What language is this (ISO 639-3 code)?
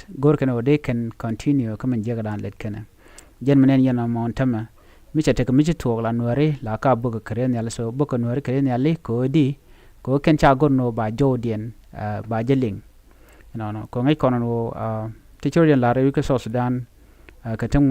nus